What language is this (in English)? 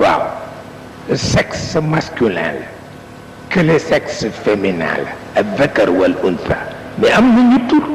Wolof